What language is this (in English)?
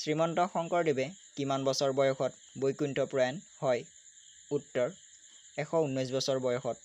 Assamese